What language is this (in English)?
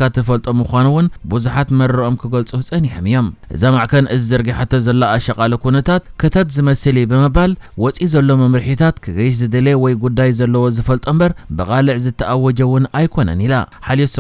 Tigrinya